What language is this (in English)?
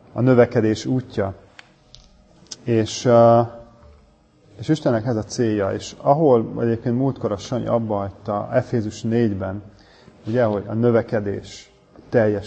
Hungarian